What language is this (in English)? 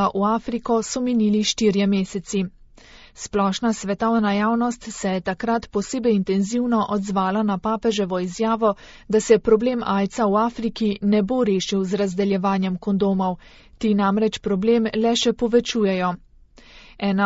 Slovenian